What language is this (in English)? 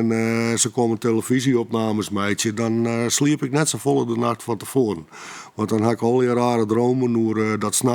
Western Frisian